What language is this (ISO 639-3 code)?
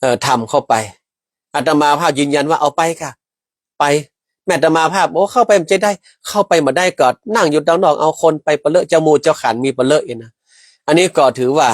nod